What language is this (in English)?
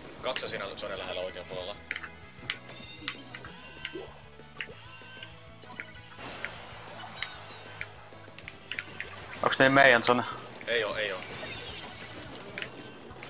Finnish